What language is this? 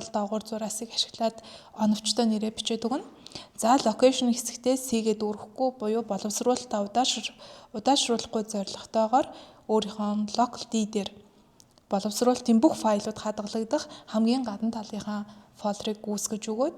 Mongolian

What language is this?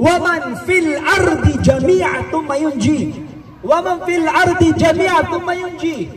Maranao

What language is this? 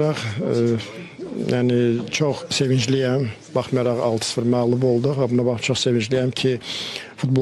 Azerbaijani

